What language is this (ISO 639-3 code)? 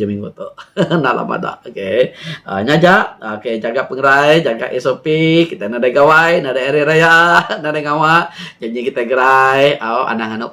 iba